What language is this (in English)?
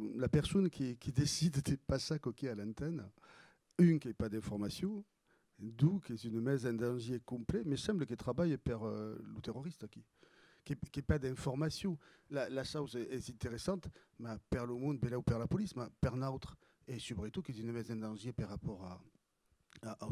Occitan